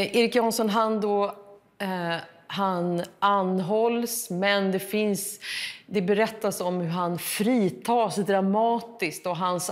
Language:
Swedish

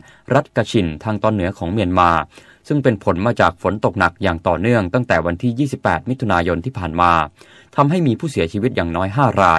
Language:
Thai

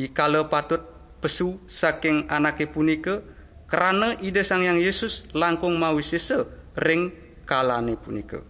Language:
Balinese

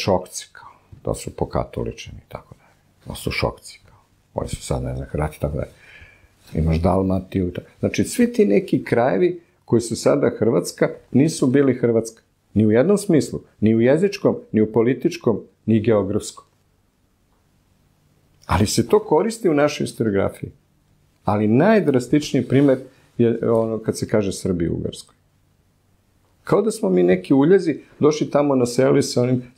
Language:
Serbian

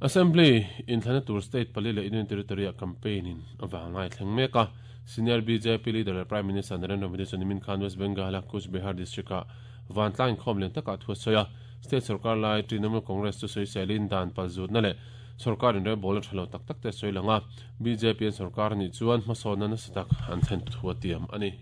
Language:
Mizo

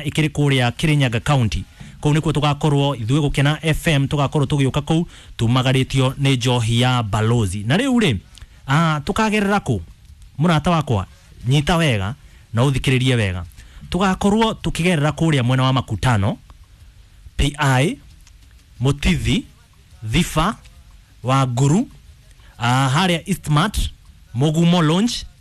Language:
Kikuyu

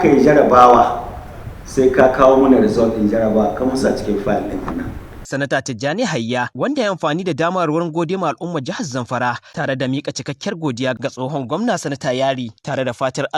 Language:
Hausa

